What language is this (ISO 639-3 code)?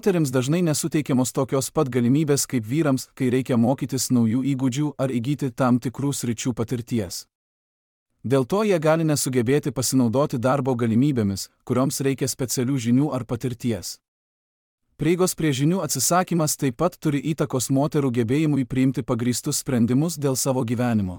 lit